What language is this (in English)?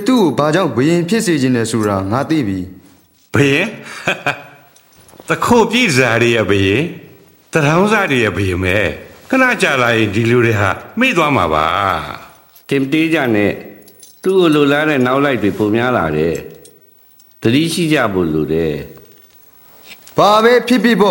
Burmese